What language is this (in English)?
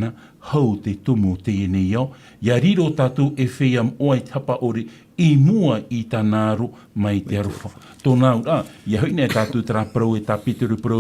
Tahitian